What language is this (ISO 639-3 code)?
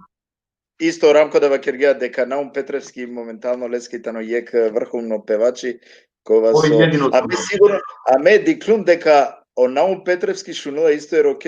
rmn